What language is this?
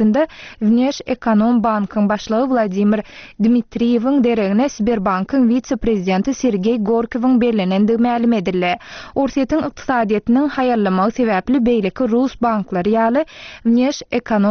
Turkmen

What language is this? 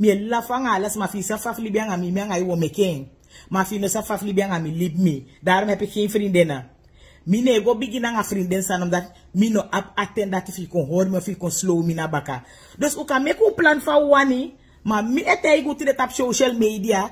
Sranan Tongo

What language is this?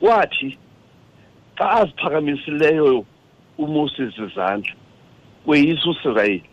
Xhosa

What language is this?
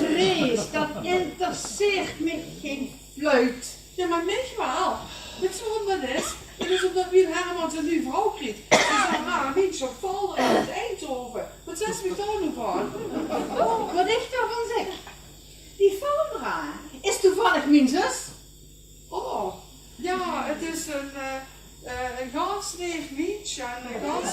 Limburgish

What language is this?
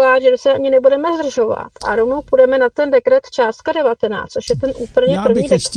Czech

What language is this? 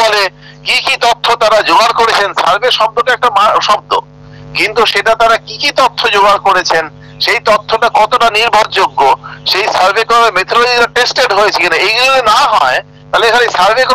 Bangla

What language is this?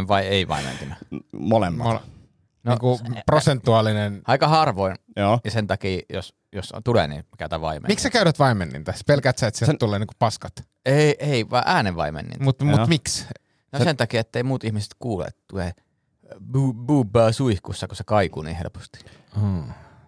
Finnish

